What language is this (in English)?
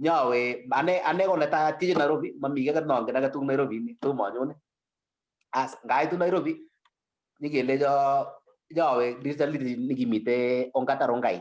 Kalenjin